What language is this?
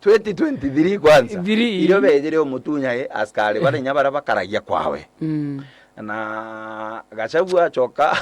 Meru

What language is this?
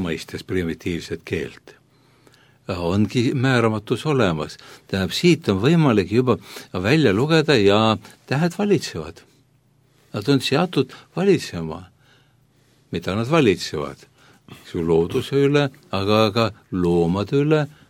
Estonian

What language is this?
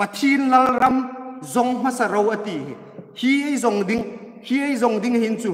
Hmar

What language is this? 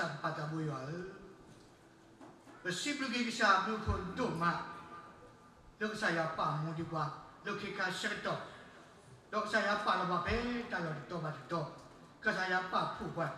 S'gaw Karen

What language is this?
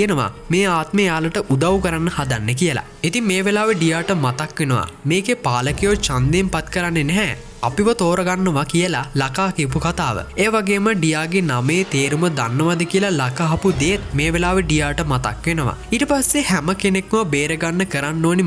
Sinhala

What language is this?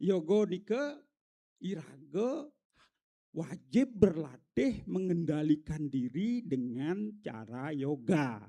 Balinese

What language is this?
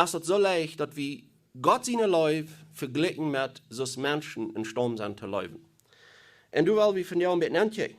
Plautdietsch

